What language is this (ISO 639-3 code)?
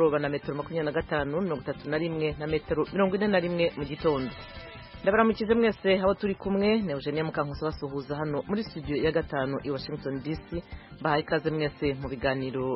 kin